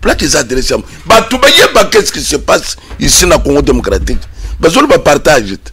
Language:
Lingala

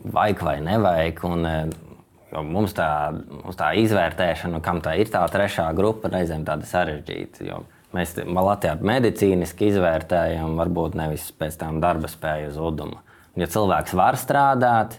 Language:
Latvian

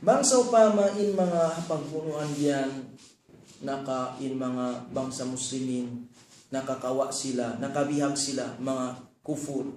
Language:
Tausug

